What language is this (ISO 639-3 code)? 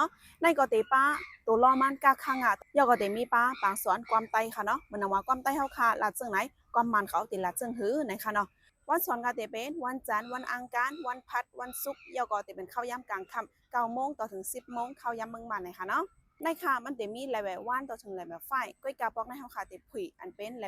shn